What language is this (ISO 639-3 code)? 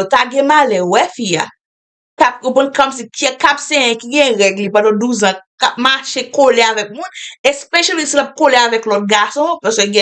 hat